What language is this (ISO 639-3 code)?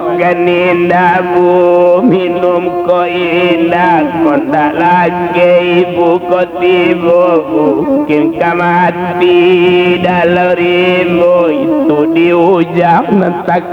min